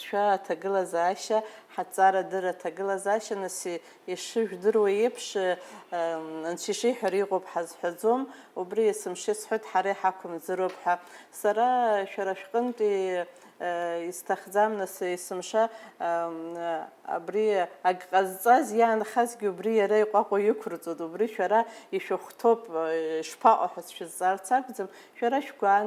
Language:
Abkhazian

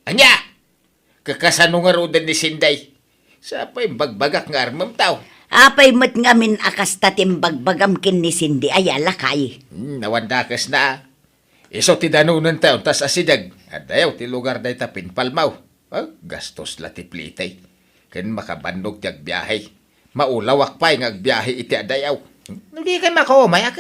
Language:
Iloko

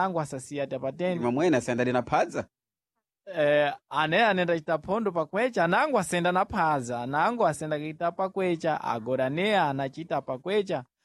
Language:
Sena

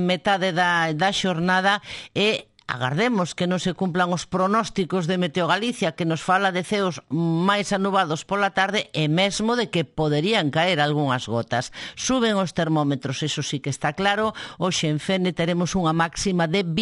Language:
Galician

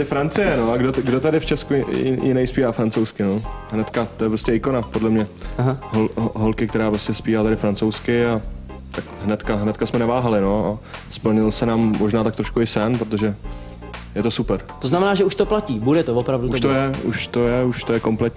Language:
Czech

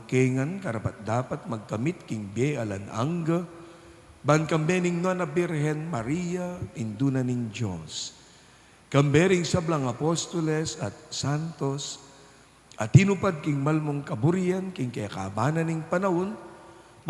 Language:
Pampanga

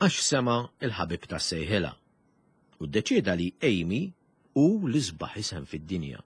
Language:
Maltese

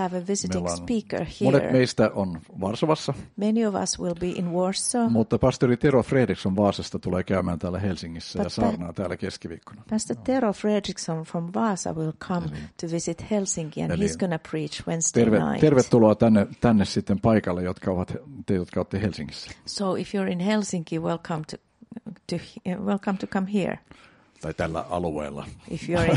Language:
Finnish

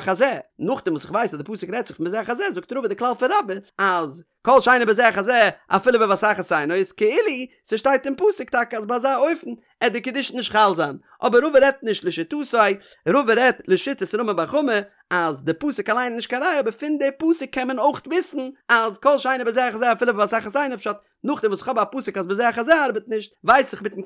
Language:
Yiddish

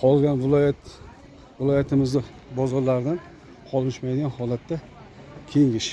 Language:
Uzbek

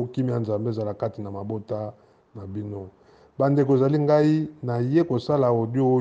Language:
Lingala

